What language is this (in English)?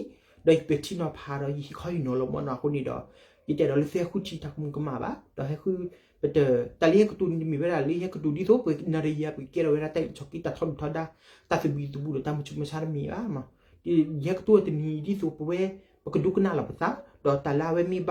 S'gaw Karen